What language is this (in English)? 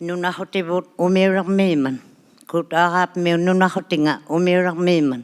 Inuktitut